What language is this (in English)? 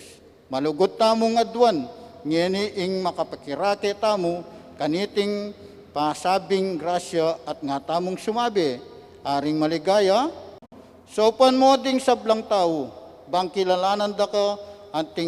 Pampanga